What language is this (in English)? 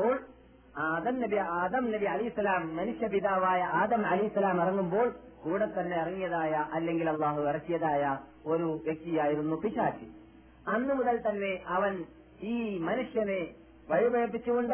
Malayalam